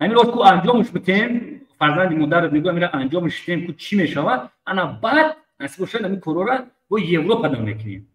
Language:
Tajik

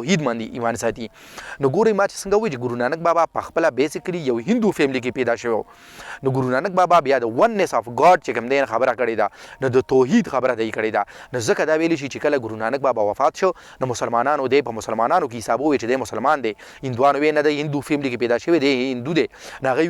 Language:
Pashto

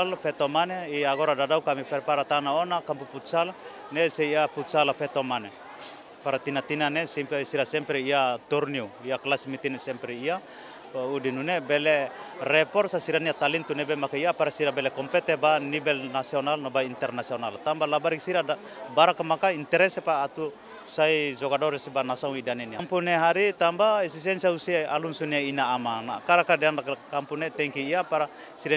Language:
Tetum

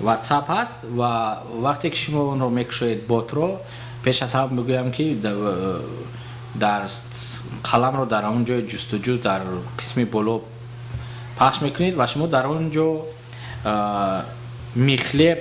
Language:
Tajik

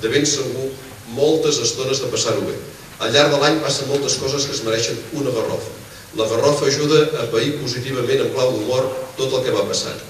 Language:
Catalan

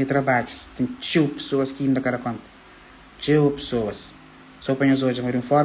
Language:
Kabuverdianu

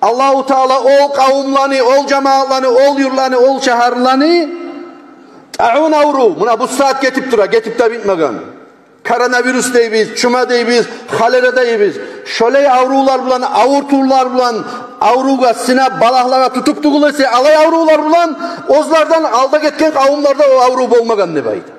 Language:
Kumyk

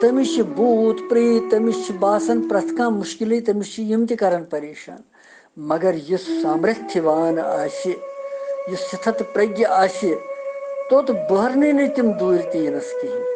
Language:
Kashmiri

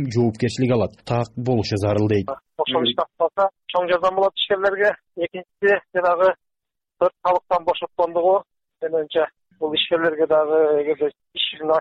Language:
Kyrgyz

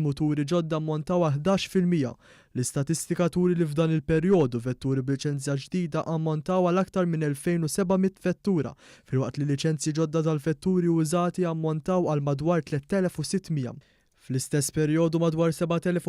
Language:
Maltese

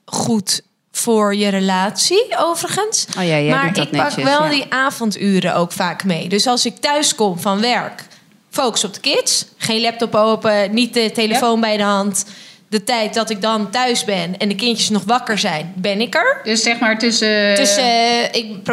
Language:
Dutch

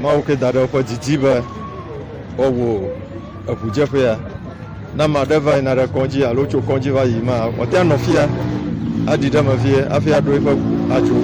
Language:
Ewe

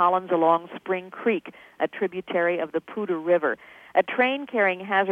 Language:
English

